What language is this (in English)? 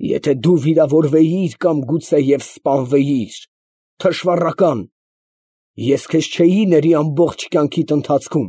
Armenian